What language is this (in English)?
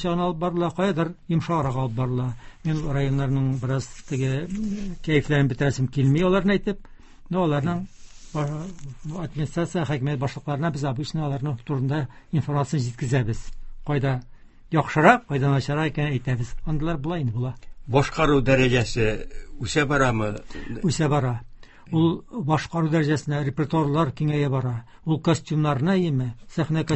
Tatar